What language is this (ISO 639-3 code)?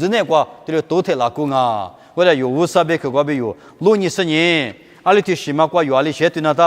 lis